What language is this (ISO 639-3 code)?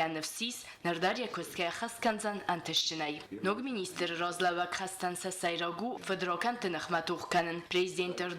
oss